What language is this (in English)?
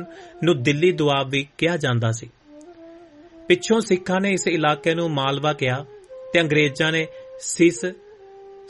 Punjabi